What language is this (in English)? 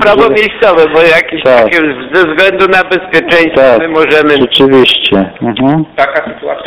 Polish